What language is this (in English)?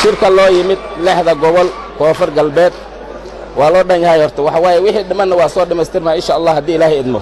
Somali